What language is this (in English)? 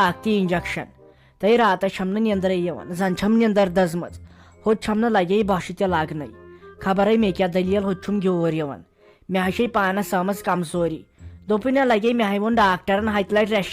Kashmiri